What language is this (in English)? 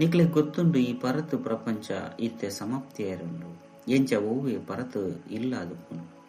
Tulu